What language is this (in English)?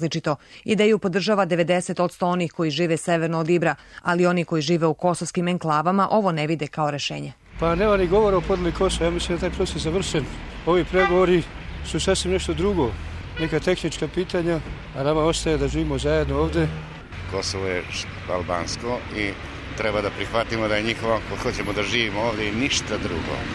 Serbian